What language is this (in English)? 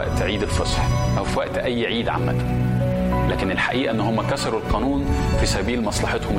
Egyptian Arabic